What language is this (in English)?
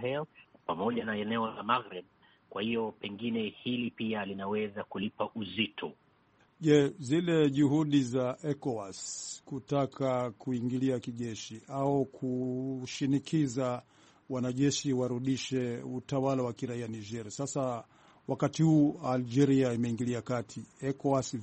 Swahili